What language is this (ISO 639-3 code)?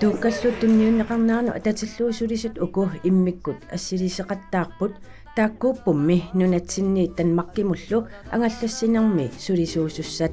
kal